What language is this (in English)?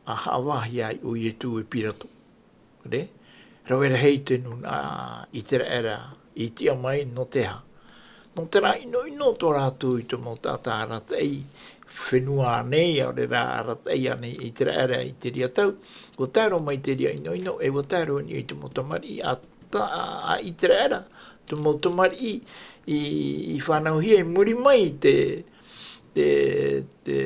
Tahitian